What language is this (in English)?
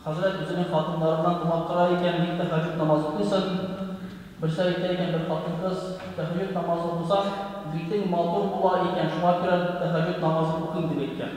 Tatar